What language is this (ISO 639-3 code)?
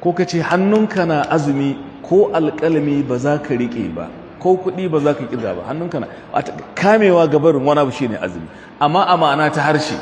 hau